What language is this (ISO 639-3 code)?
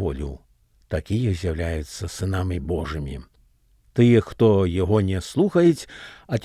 bel